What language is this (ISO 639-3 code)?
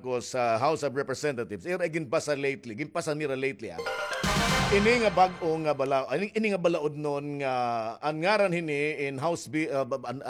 war